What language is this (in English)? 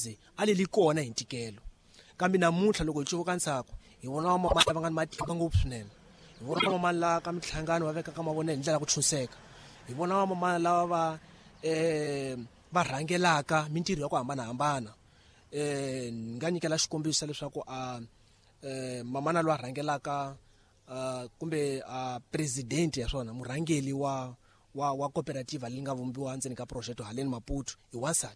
Tsonga